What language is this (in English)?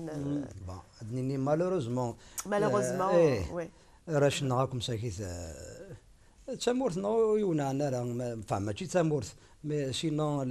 Kabyle